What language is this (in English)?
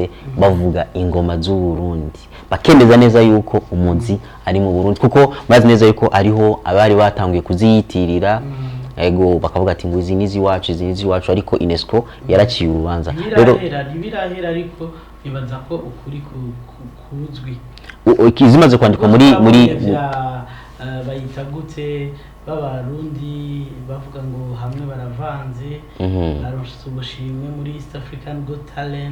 Rundi